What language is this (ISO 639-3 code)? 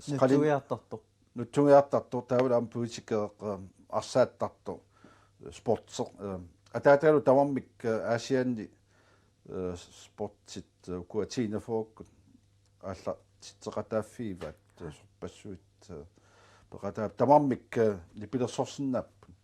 kal